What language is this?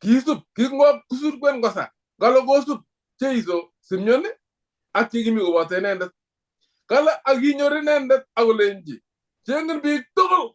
Kalenjin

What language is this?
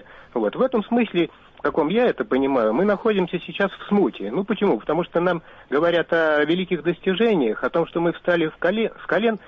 Russian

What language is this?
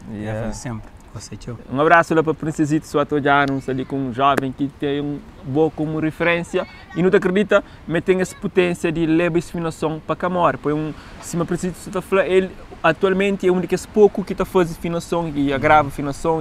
Kabuverdianu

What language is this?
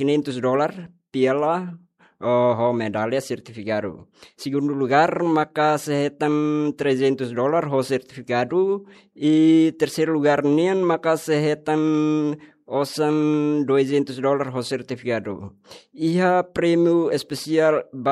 Tetum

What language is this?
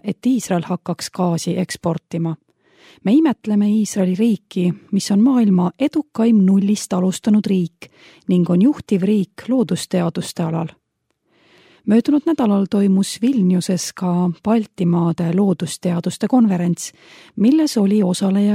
Estonian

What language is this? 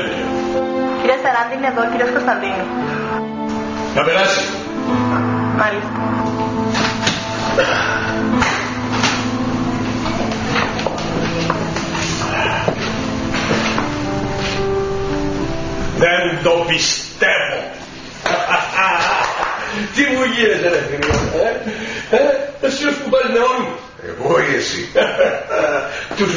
Greek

